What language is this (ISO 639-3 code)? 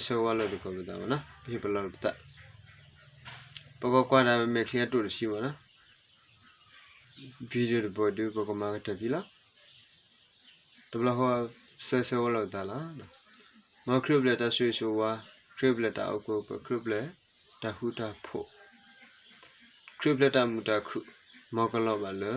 ksw